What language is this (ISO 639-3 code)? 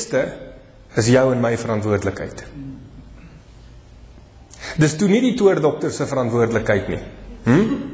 afr